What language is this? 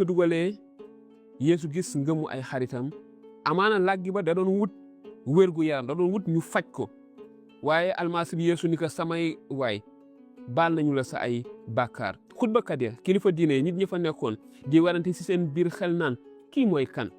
Wolof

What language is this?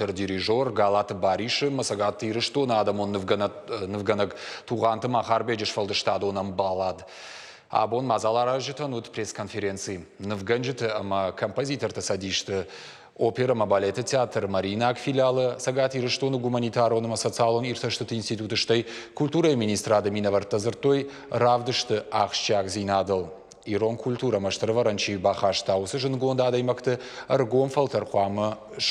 Ossetic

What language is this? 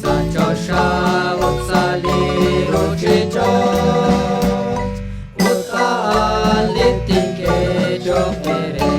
Kekchí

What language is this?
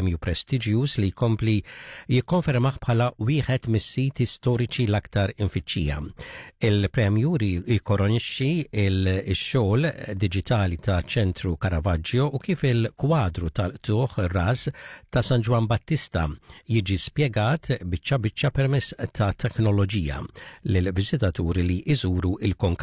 Maltese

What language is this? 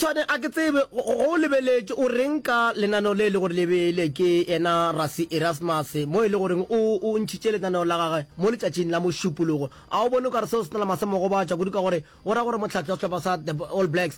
Northern Sotho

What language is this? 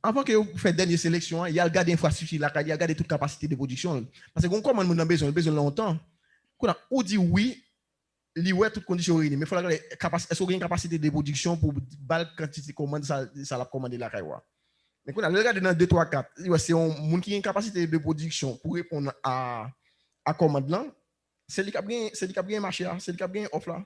Haitian Creole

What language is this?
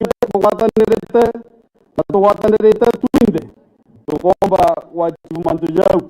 Meru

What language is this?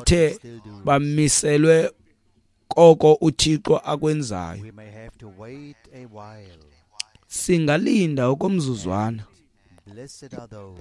Xhosa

